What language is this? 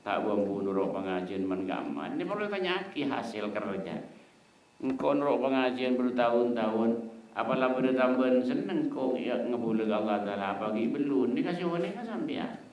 Madurese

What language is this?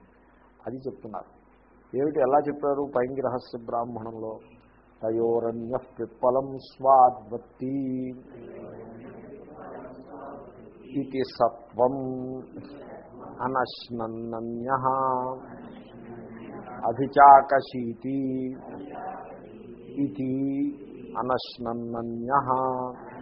Telugu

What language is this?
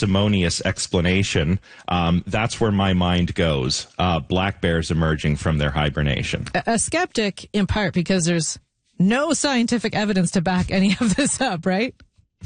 English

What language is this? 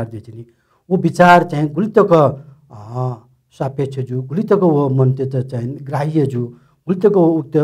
Newari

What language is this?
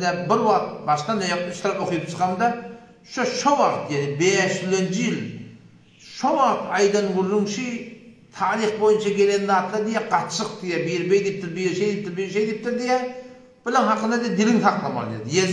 Turkmen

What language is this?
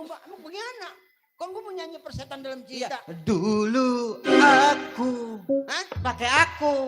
Betawi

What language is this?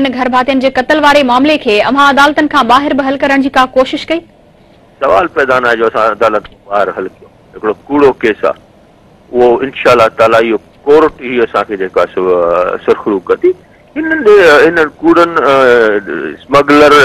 Sindhi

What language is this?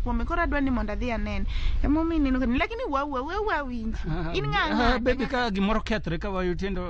Luo (Kenya and Tanzania)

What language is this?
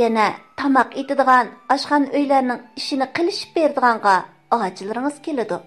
Uyghur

